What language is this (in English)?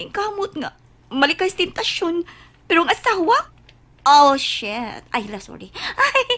Cebuano